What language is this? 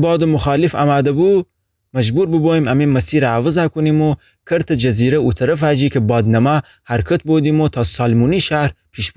Gilaki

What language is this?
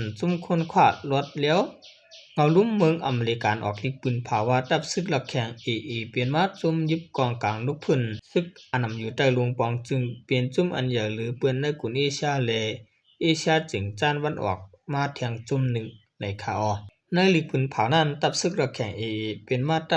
Shan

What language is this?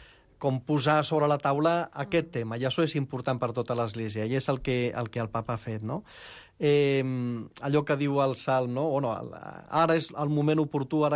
Catalan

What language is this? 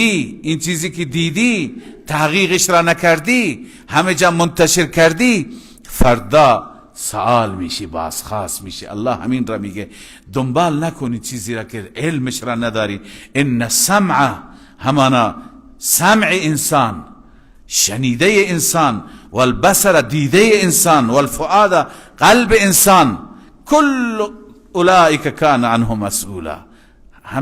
Persian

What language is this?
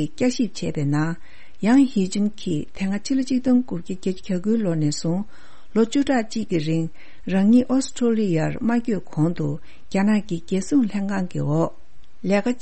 Tibetan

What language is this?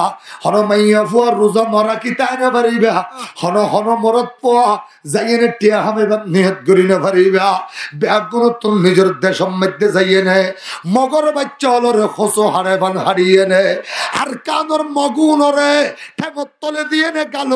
Rohingya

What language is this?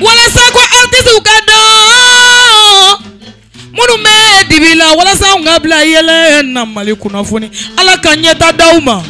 Bambara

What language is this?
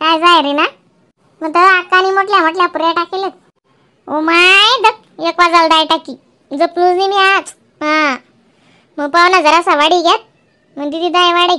Khandesi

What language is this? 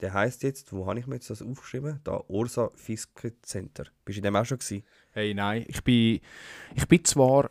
Swiss German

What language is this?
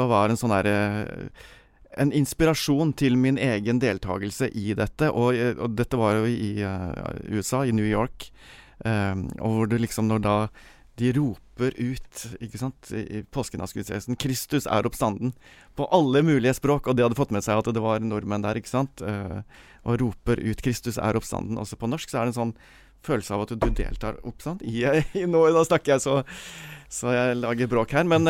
Norwegian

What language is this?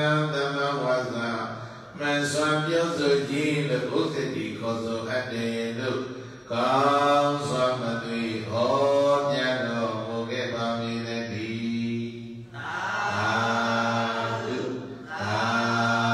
Burmese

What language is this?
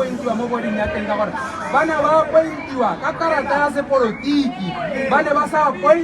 Tswana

